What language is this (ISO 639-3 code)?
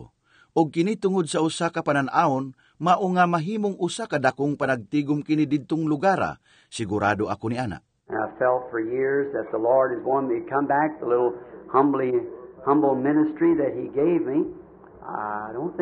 ceb